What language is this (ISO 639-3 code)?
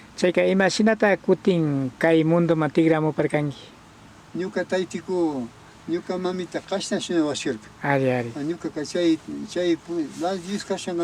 qvi